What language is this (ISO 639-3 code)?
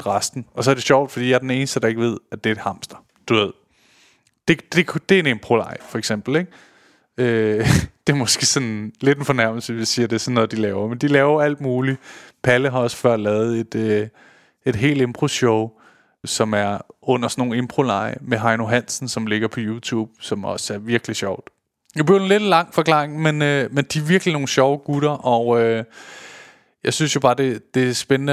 dan